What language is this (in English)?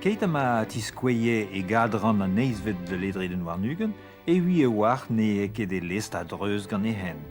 Breton